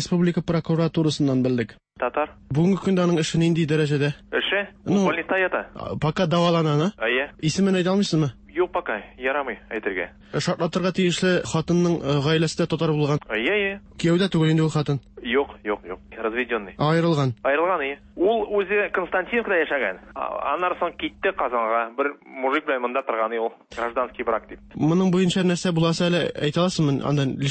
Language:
Tatar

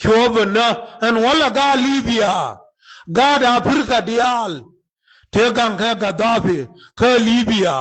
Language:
Nuer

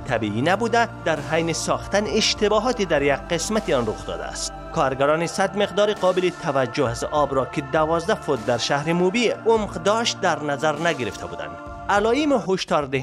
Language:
Persian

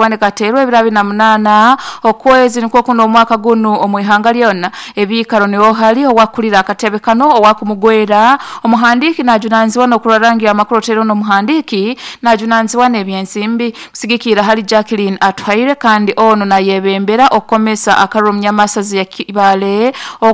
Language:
Nyoro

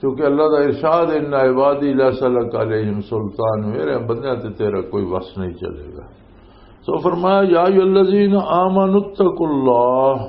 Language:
Western Panjabi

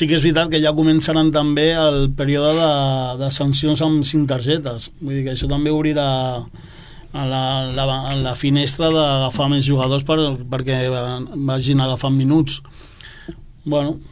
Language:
Catalan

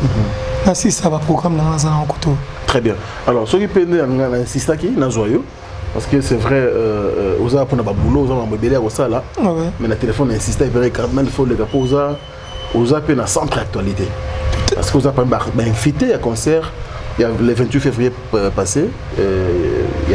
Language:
Lingala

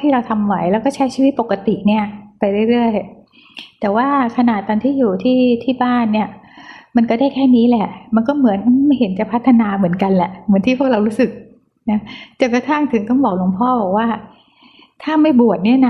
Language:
Thai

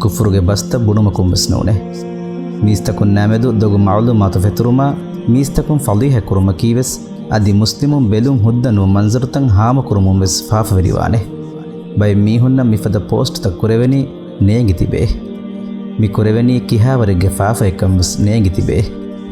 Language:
Divehi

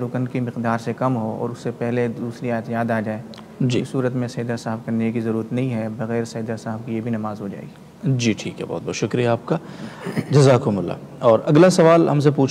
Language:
Urdu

